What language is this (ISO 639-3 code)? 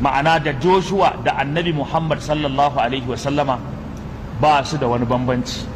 hau